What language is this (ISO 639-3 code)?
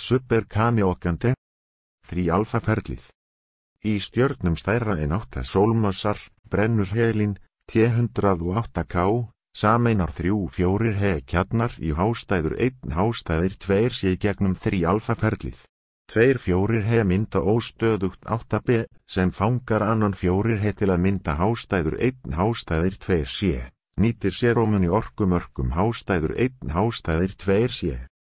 isl